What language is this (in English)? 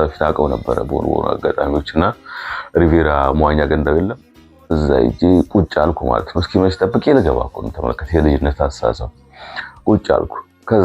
Amharic